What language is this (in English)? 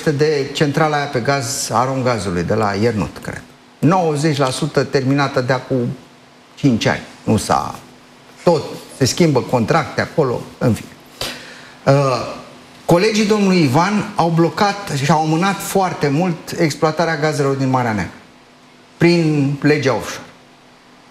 Romanian